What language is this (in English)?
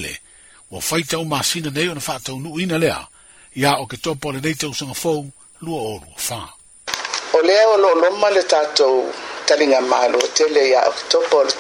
Samoan